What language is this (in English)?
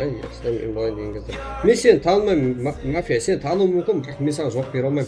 Kara-Kalpak